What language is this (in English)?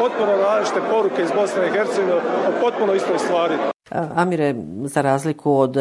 Bosnian